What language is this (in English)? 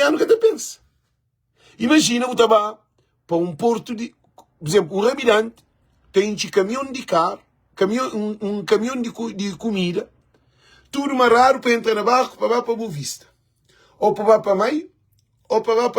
Kabuverdianu